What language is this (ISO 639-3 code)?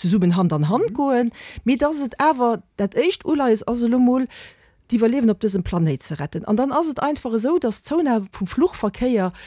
ltz